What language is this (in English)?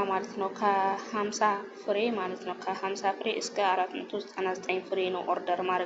Amharic